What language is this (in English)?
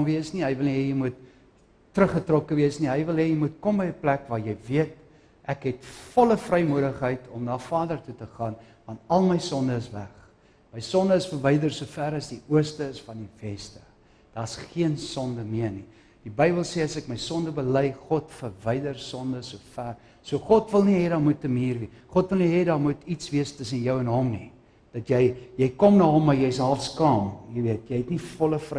Afrikaans